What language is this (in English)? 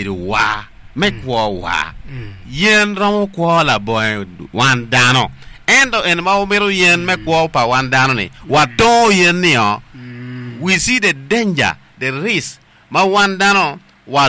Acoli